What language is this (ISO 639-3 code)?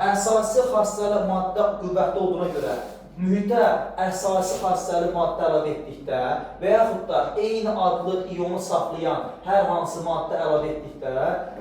aze